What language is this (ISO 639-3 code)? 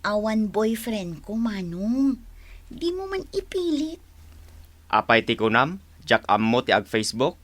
ilo